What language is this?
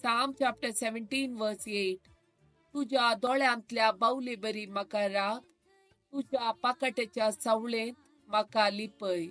Konkani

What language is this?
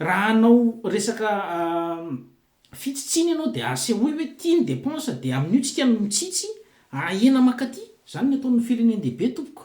Malagasy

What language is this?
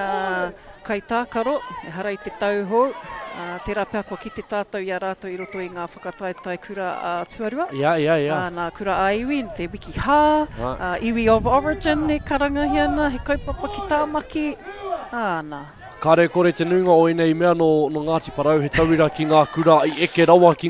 Māori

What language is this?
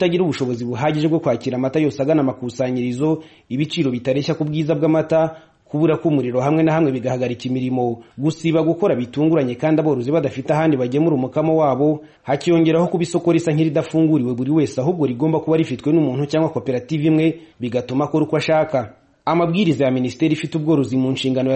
Kinyarwanda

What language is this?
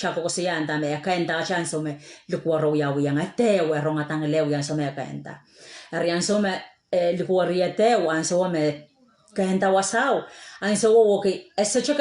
Pohnpeian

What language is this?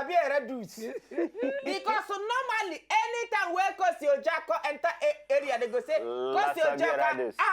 Nigerian Pidgin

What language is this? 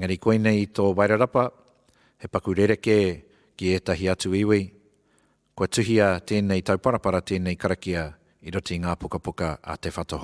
Māori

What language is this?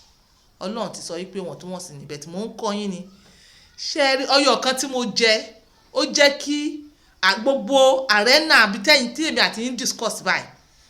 Yoruba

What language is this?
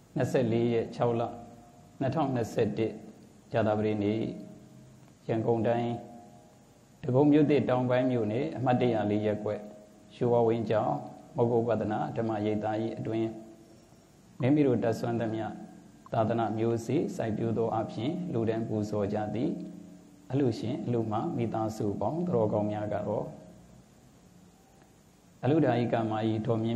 Burmese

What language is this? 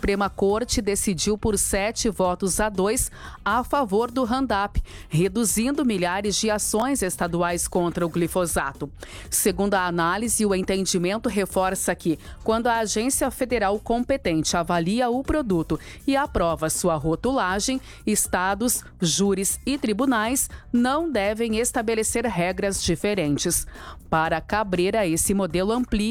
Portuguese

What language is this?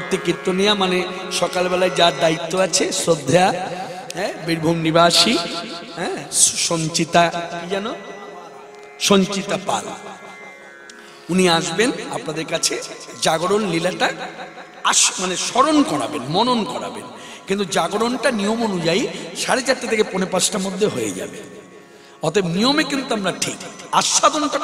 Bangla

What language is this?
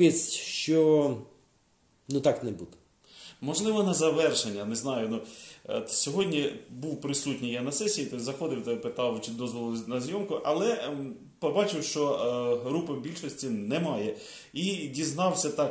Ukrainian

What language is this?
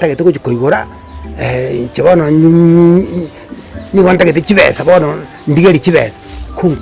Gusii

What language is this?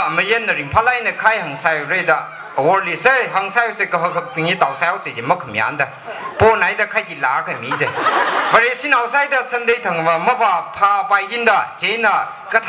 Tangkhul Naga (India)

